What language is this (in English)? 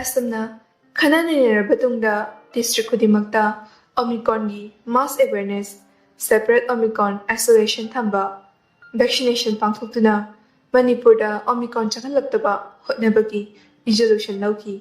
Manipuri